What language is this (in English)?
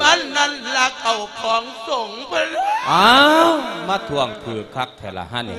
Lao